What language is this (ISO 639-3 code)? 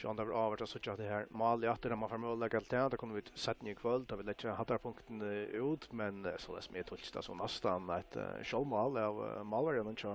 fao